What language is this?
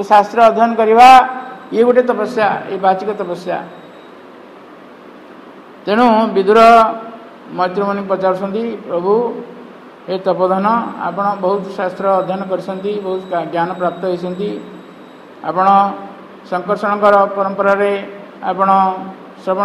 Odia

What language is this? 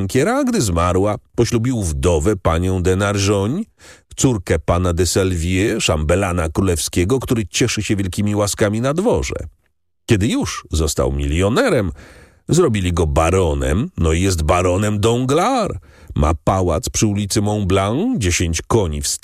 Polish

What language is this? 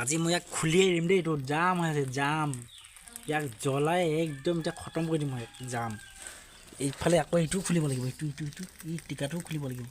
Assamese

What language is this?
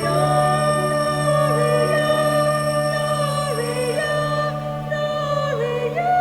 Pampanga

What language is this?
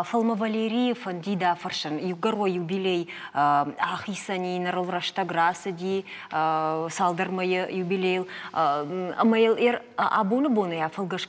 Ossetic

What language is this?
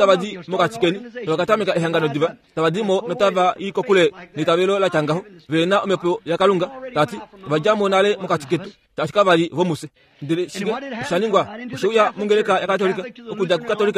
Kuanyama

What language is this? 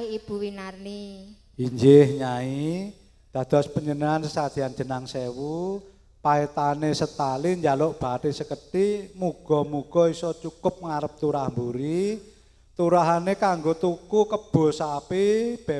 Javanese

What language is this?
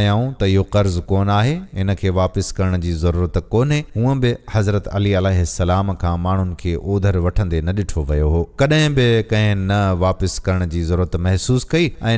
Sindhi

